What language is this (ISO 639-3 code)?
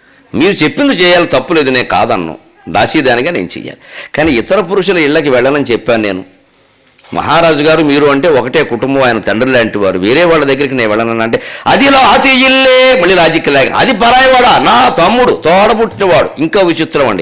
tel